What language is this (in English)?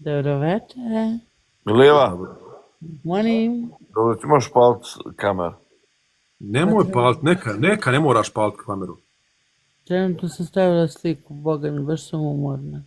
Bosnian